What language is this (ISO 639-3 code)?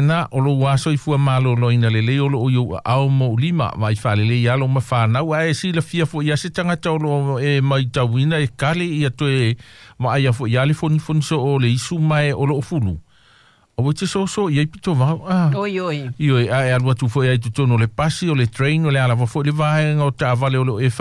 smo